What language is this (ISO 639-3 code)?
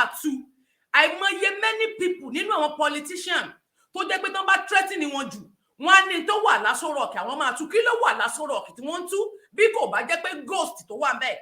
yor